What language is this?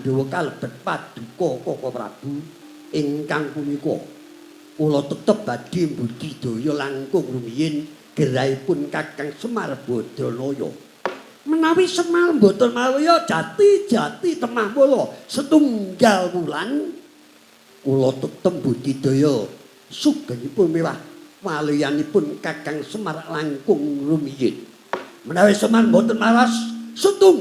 Javanese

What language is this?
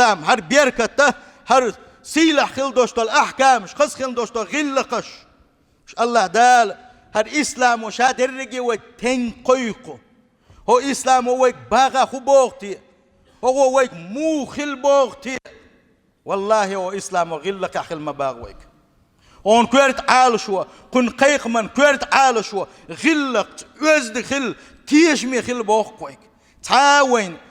Chechen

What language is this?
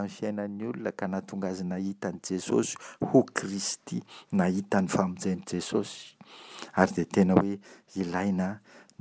Malagasy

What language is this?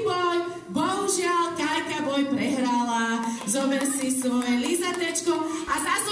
Slovak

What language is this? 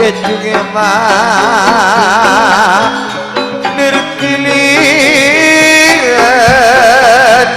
Madurese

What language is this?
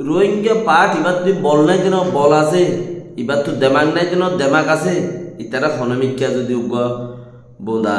Rohingya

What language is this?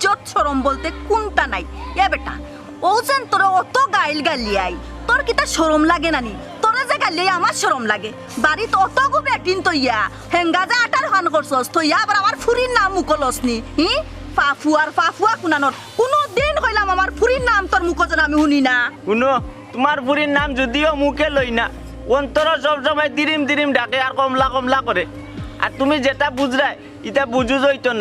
Sylheti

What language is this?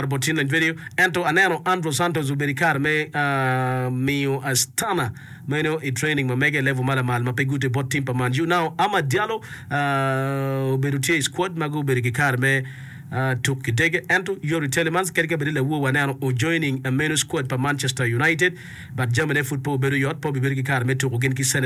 Acoli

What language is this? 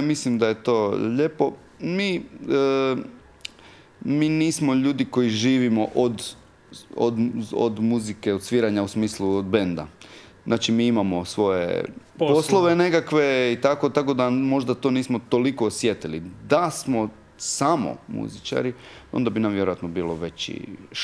Croatian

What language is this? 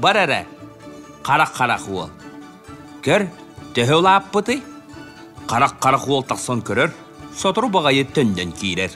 Yakut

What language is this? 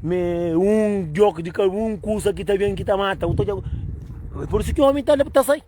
Kabuverdianu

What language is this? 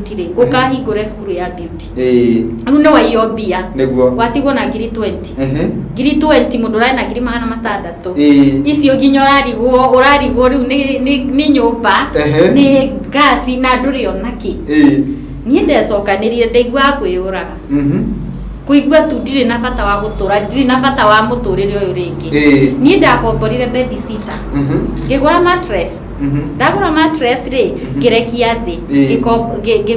Kikuyu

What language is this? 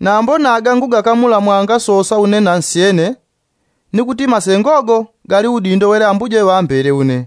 Yao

